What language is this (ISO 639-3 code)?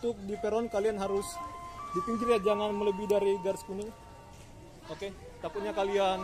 ind